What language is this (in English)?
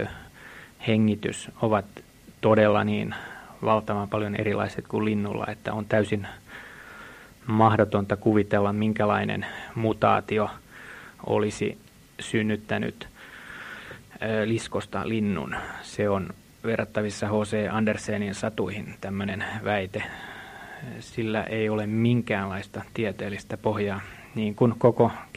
Finnish